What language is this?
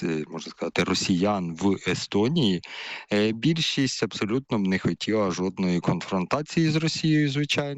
Ukrainian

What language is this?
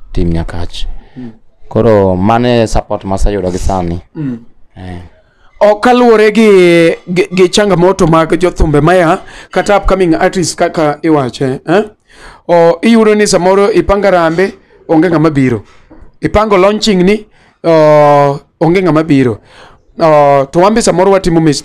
Luo (Kenya and Tanzania)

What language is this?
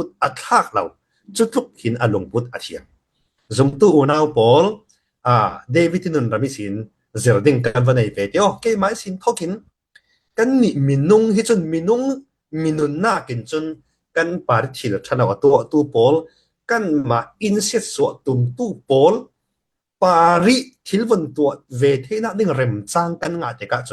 Falam Chin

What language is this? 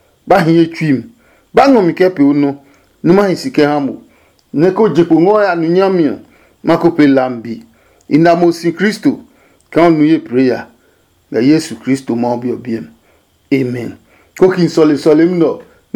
Adangme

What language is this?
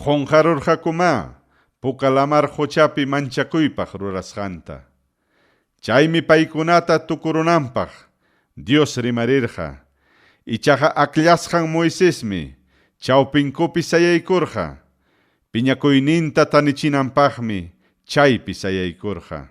Ayacucho Quechua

